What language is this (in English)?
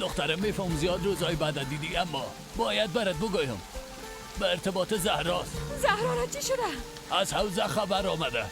Persian